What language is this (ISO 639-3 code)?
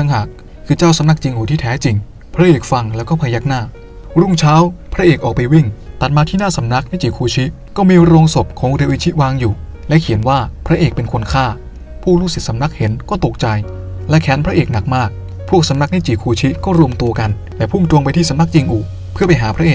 tha